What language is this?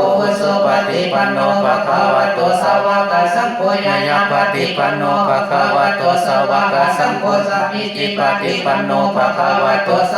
Pali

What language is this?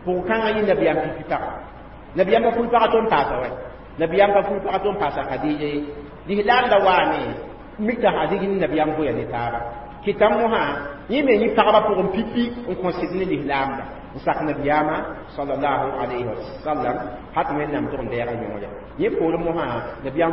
Mossi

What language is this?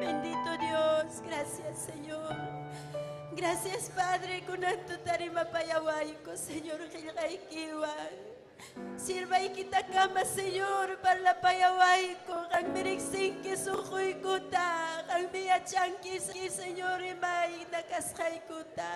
Ayacucho Quechua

